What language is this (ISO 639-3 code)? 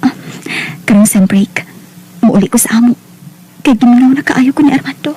ceb